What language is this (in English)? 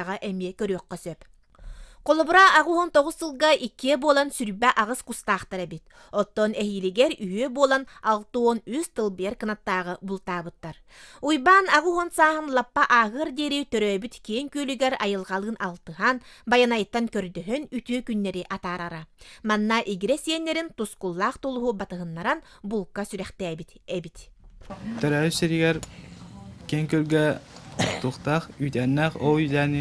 Yakut